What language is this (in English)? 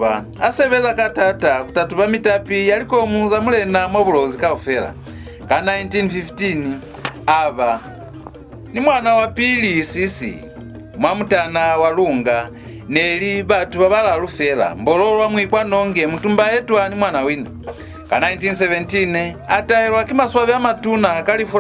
Lozi